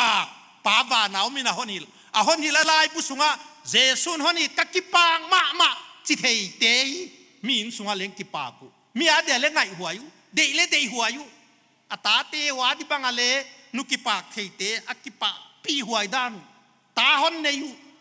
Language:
Paite Chin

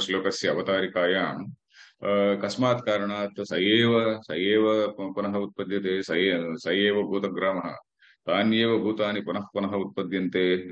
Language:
Sanskrit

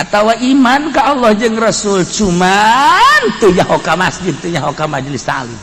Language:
Sundanese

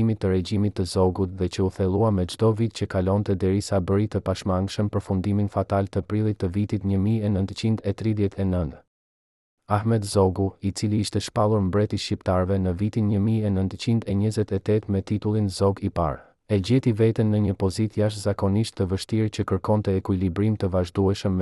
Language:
Albanian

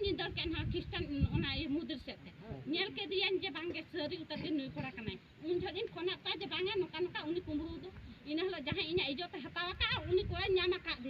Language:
Santali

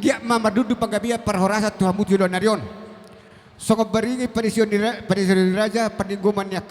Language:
Batak Toba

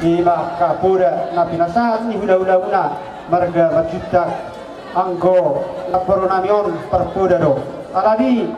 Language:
Batak Toba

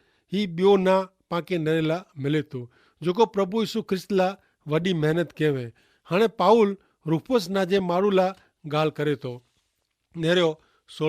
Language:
Kachhi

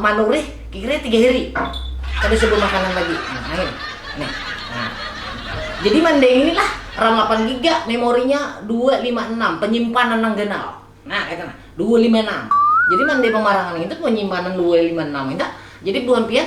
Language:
Banjar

